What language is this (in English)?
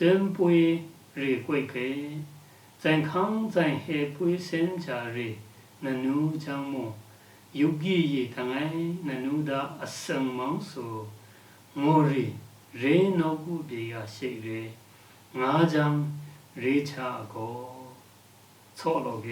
Lashi